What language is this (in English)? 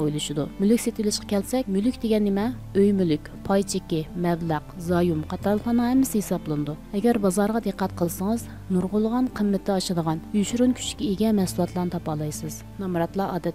Uyghur